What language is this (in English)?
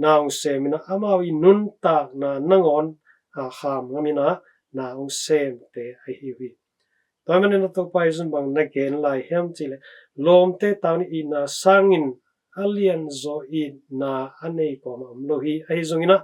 Tedim Chin